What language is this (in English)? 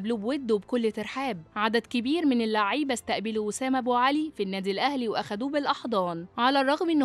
Egyptian Arabic